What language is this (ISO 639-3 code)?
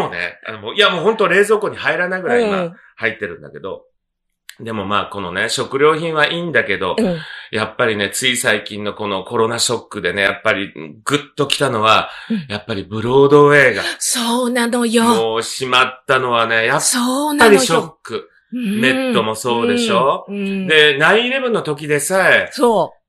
jpn